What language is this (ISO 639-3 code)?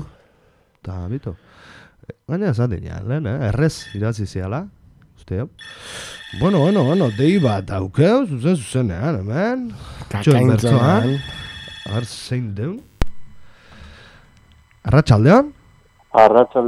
eus